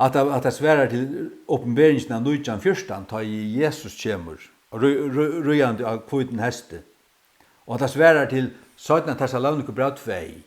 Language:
Faroese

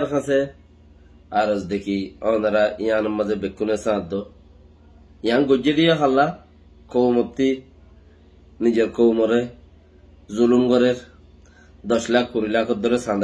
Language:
Rohingya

